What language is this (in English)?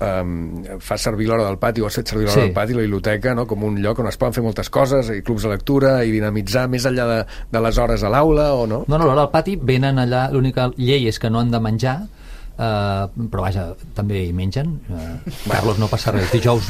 Catalan